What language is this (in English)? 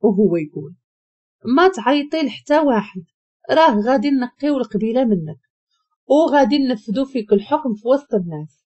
Moroccan Arabic